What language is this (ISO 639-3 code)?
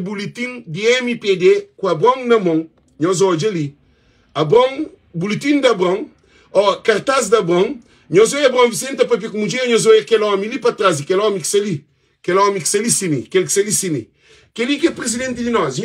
kea